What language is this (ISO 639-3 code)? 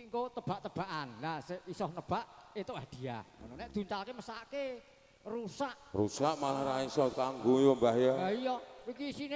jav